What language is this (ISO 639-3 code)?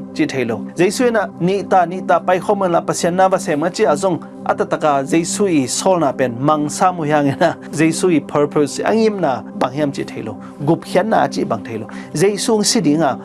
ctd